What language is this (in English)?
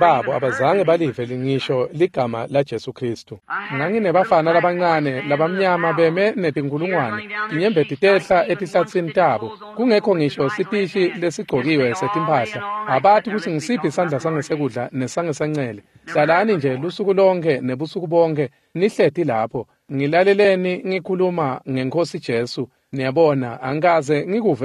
Swati